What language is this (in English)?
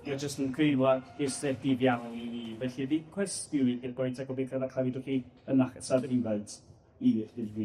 Welsh